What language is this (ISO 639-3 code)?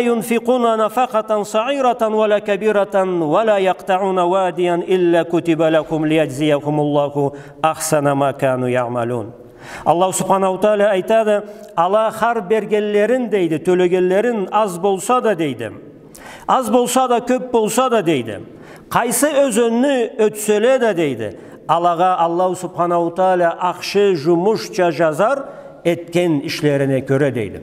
krc